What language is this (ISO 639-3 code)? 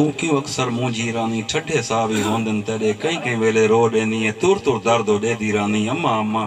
skr